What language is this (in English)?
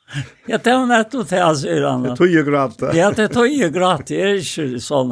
Faroese